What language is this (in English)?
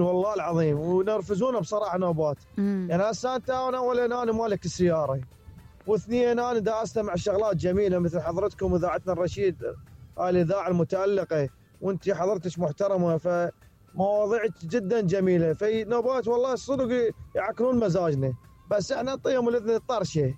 Mesopotamian Arabic